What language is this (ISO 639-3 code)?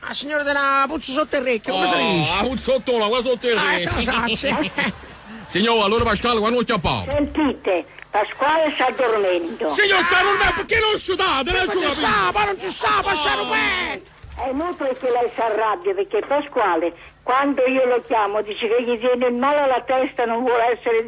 nap